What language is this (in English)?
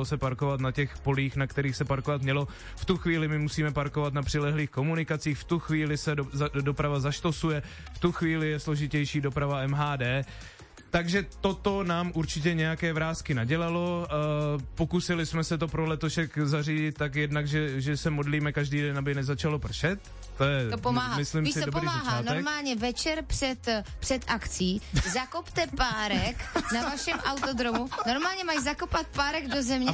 Czech